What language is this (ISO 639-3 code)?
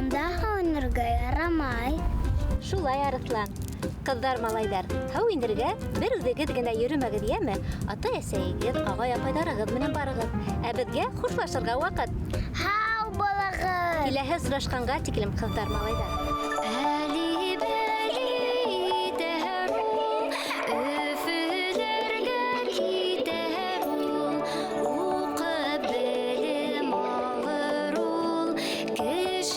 bak